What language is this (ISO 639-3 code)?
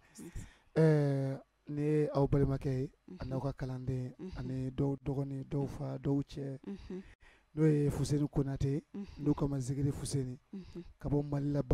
bam